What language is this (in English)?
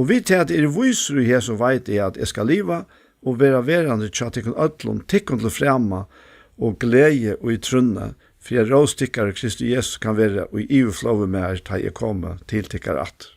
Faroese